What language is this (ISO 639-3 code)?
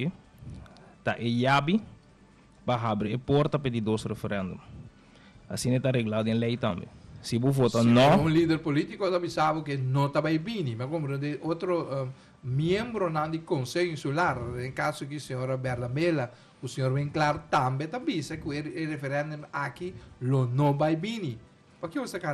pap